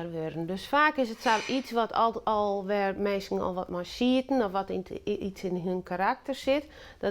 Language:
Western Frisian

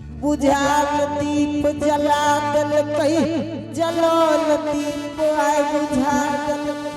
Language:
Angika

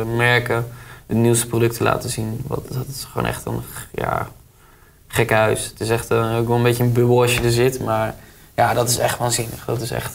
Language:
Dutch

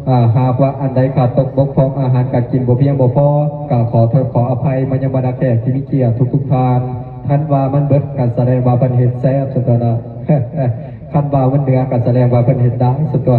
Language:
Lao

